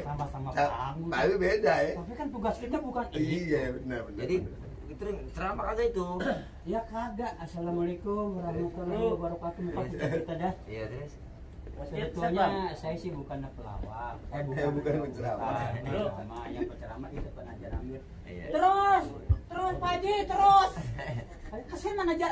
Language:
Betawi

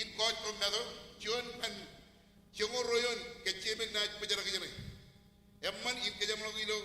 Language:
Marshallese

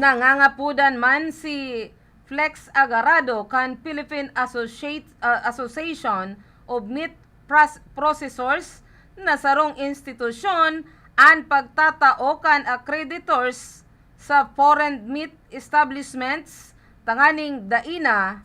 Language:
Bikol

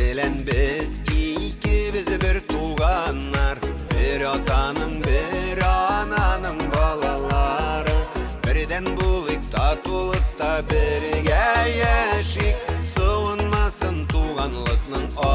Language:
Bashkir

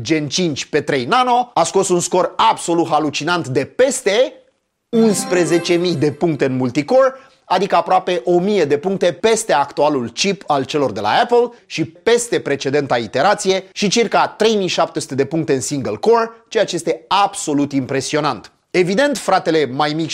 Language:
Romanian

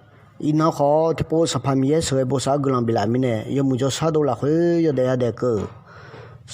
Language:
Akha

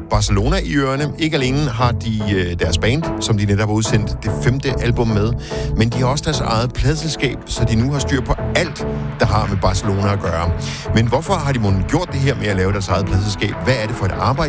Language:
Danish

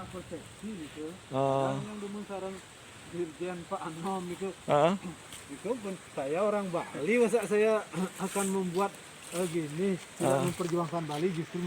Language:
Balinese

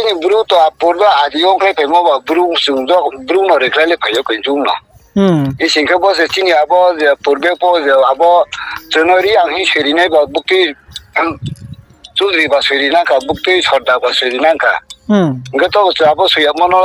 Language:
Riang (India)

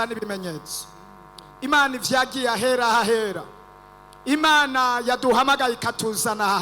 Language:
Rundi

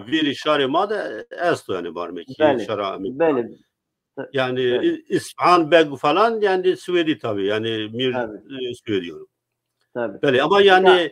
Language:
Zaza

